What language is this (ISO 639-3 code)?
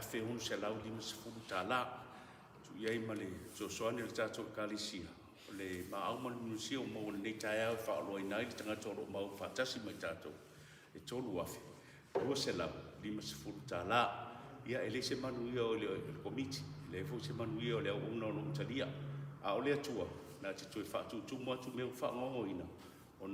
smo